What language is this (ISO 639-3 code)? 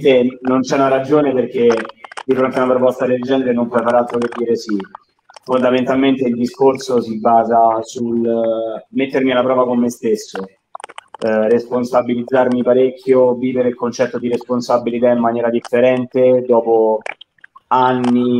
ita